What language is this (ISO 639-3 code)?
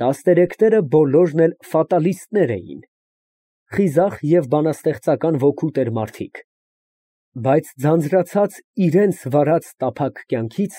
hye